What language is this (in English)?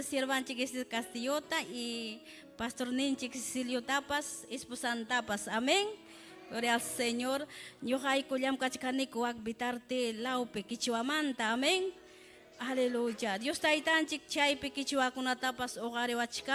Ayacucho Quechua